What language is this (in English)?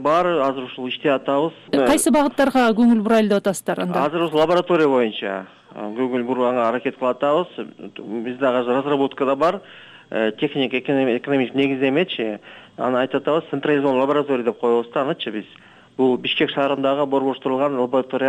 Kyrgyz